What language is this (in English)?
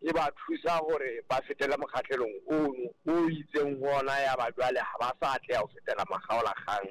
Southern Sotho